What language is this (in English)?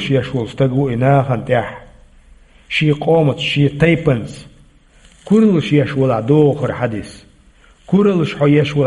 Chechen